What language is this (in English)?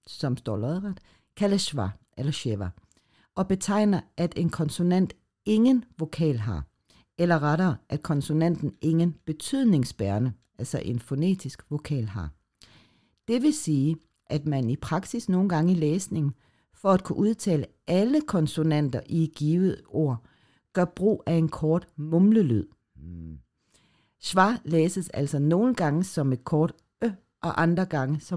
Danish